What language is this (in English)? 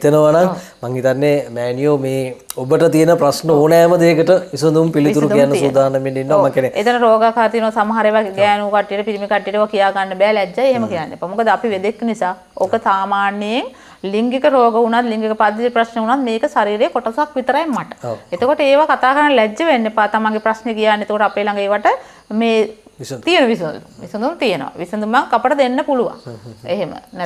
Sinhala